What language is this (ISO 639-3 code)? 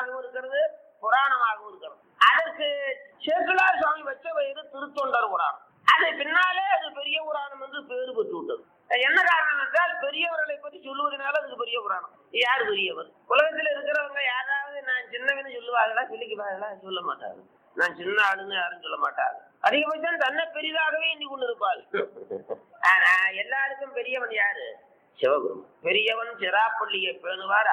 tam